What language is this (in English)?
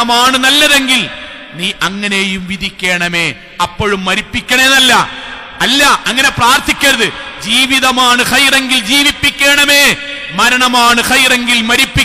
Malayalam